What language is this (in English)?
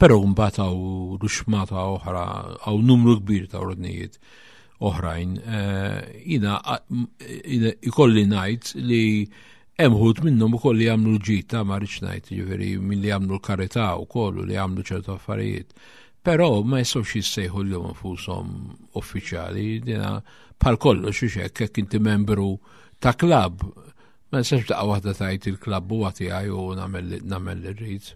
Maltese